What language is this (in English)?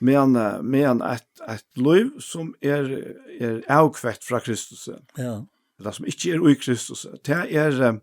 Faroese